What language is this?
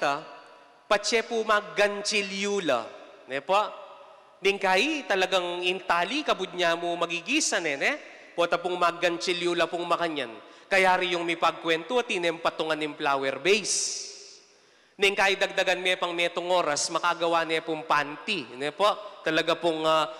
Pampanga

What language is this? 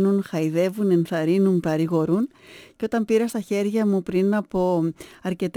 Greek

